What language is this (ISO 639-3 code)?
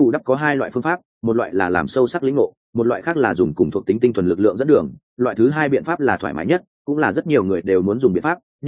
vie